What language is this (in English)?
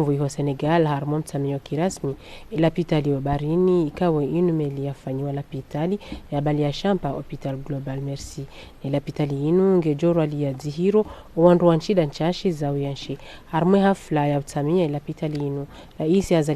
Ngazidja Comorian